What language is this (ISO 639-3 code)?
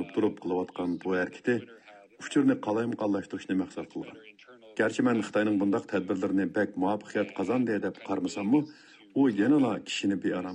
uig